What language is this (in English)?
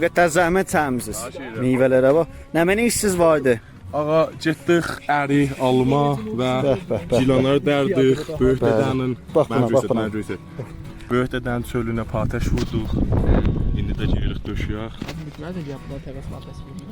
South Azerbaijani